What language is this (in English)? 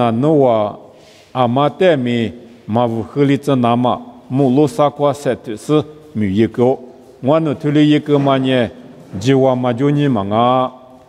Lisu